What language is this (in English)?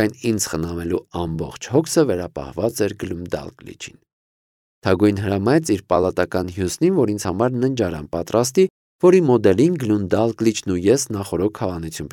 Armenian